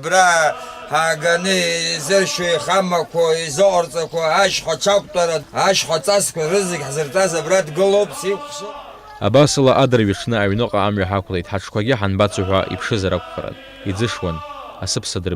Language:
Abkhazian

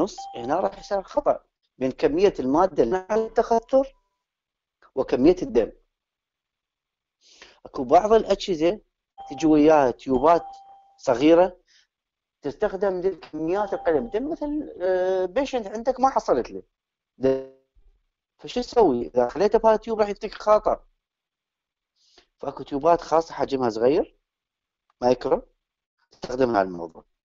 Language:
Mesopotamian Arabic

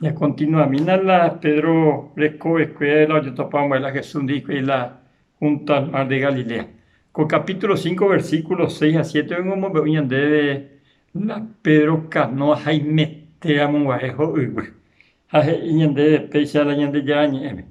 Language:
Guarani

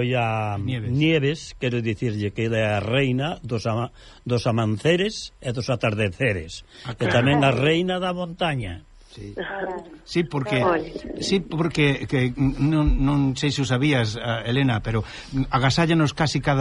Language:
Galician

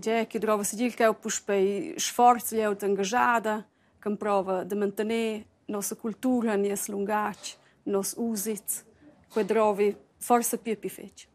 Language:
Romansh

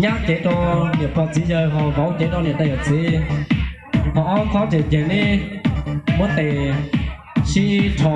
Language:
Hmong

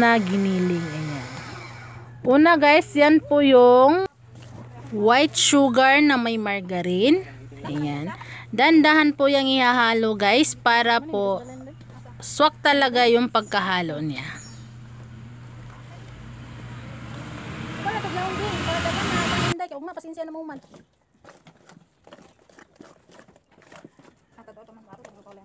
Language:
Filipino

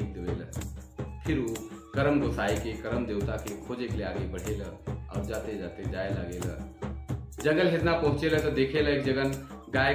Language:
Sadri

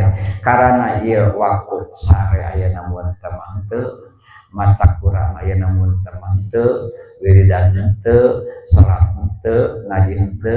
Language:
Sundanese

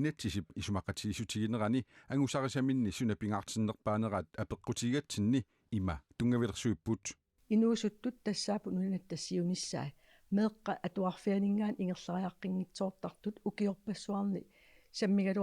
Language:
Kalaallisut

